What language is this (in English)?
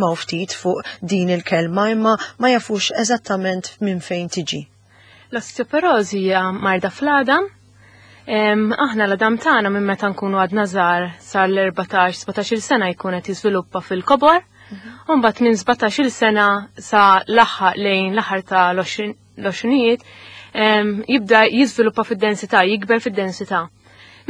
Maltese